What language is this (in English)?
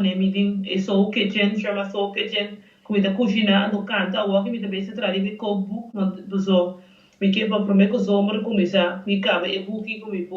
Papiamento